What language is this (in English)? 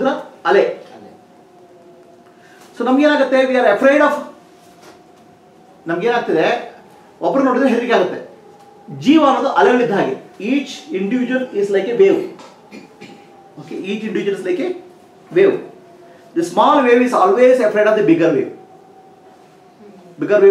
Kannada